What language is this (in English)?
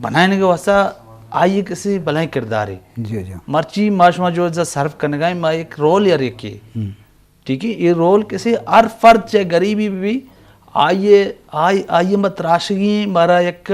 Eastern Balochi